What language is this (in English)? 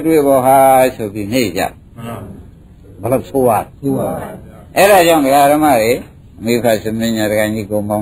Burmese